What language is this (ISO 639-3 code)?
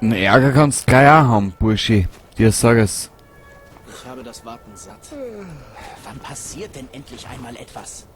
bar